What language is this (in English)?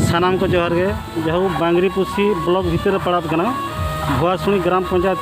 Santali